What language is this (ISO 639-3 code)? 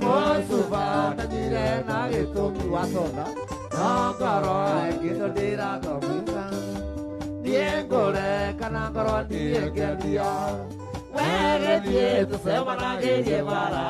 kik